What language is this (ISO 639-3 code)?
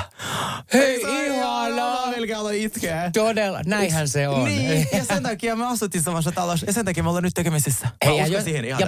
fin